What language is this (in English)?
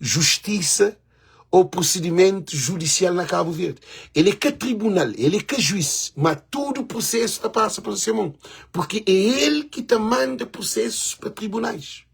Kabuverdianu